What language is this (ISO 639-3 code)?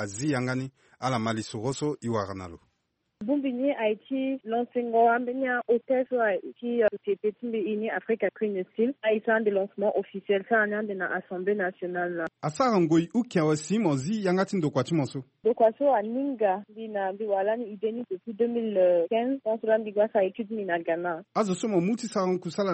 sag